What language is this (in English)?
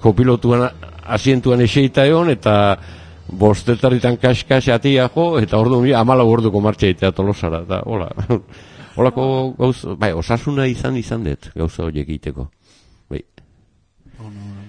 Basque